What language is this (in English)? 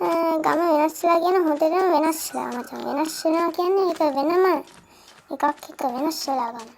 Sinhala